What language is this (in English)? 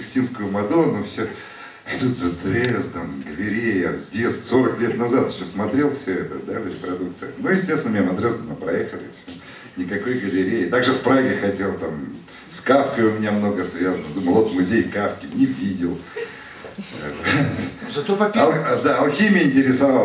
Russian